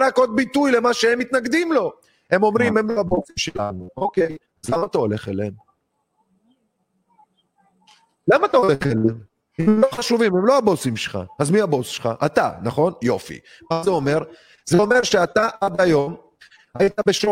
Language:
Hebrew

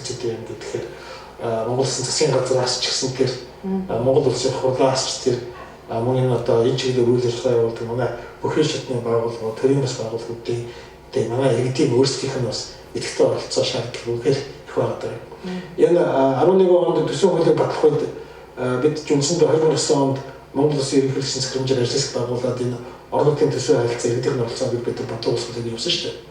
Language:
Mongolian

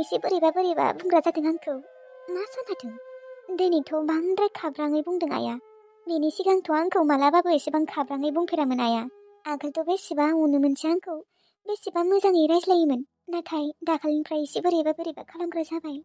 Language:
Bodo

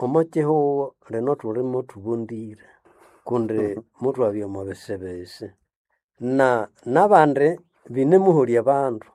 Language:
Nande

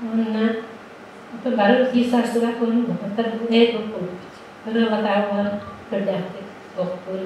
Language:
Yakut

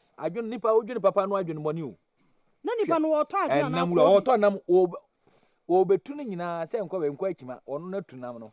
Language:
Akan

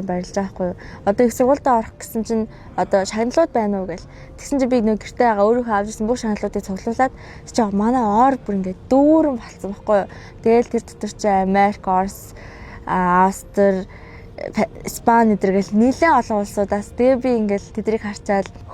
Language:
Mongolian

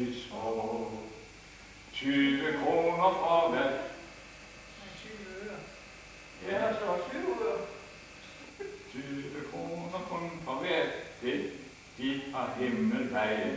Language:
Danish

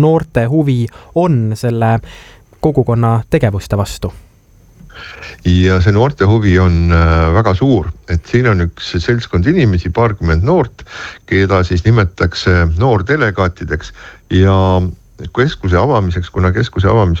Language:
Estonian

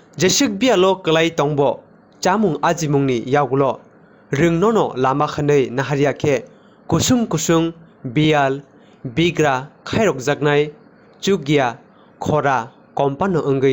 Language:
Kok Borok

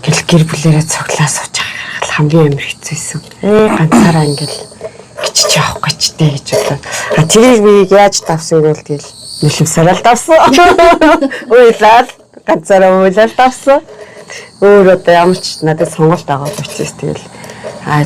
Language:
Mongolian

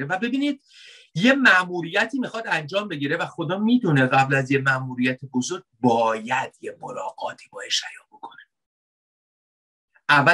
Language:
Persian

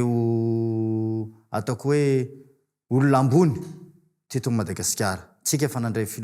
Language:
Malagasy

